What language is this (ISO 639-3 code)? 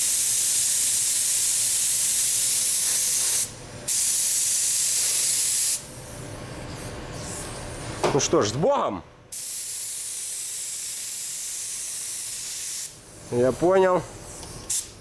rus